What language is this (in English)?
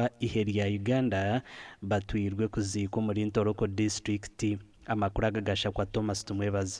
Nyankole